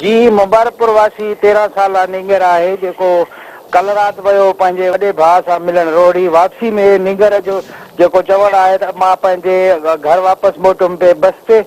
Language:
Sindhi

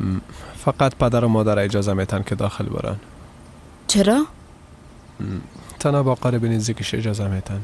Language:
Persian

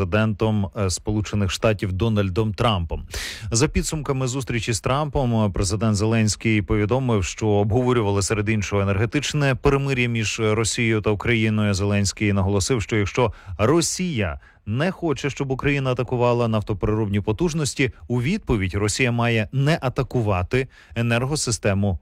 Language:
Ukrainian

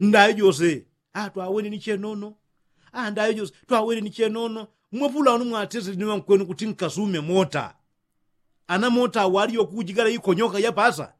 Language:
Yao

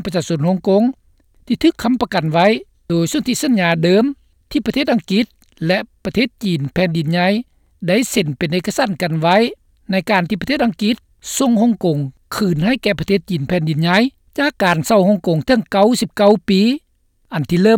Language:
Lao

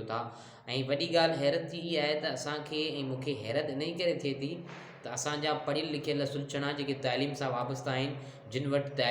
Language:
Sindhi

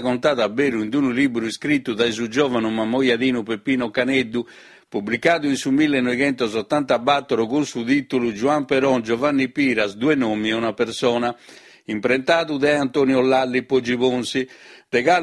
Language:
Sardinian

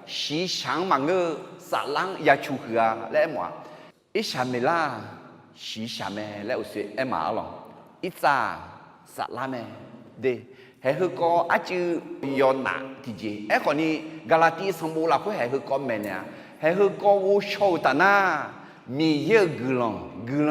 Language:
Akha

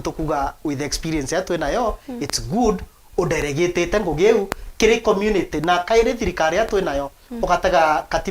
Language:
Meru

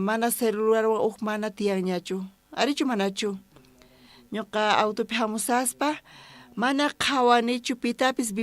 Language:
South Bolivian Quechua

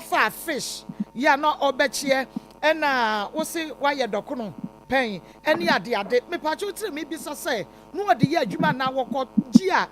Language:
Akan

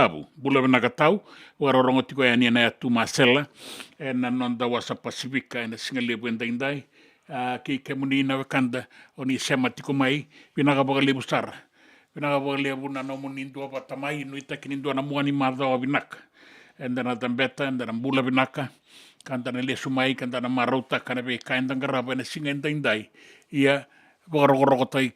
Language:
Fijian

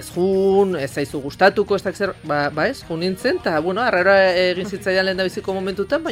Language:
Basque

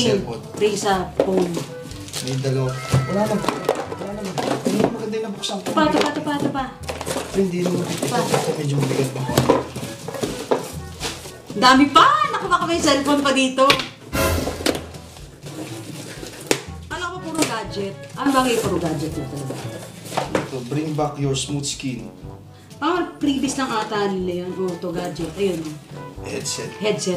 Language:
Filipino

